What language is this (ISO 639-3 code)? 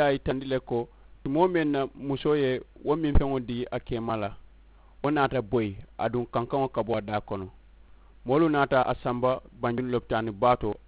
man